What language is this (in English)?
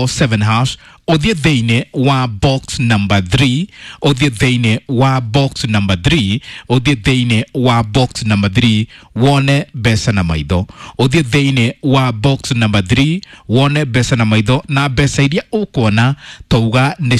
Kikuyu